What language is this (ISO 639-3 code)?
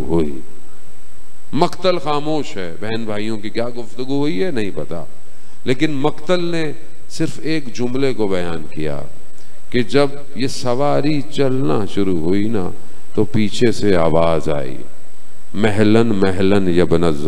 urd